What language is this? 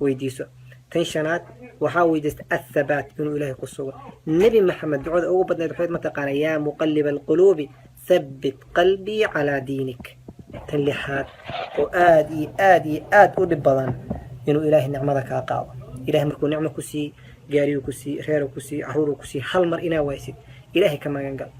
Somali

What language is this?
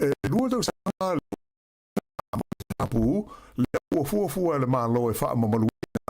Samoan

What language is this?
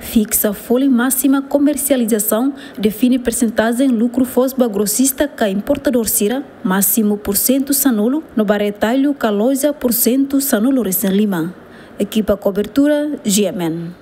Tetum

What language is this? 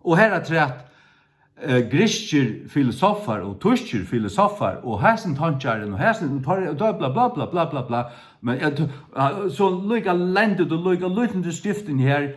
Faroese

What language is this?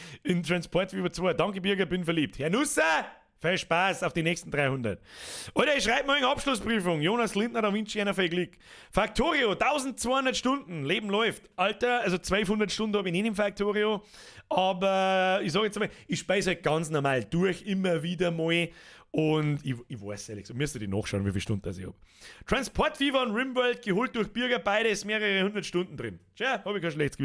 Bavarian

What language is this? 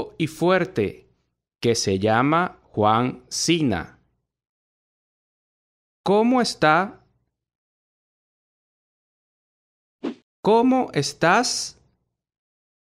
Spanish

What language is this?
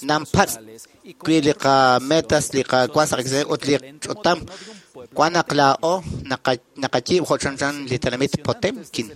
Kekchí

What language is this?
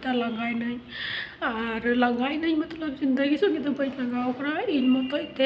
Santali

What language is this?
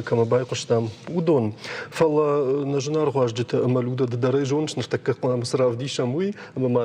Ossetic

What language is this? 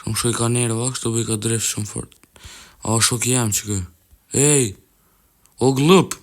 Albanian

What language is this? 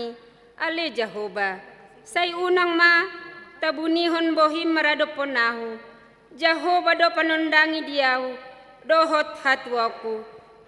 Batak Toba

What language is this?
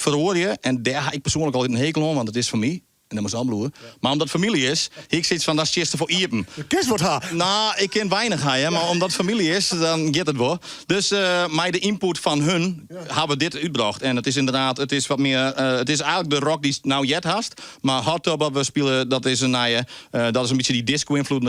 Western Frisian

